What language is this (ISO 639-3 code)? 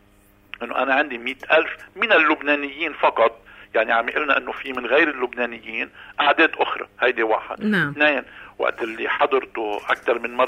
apc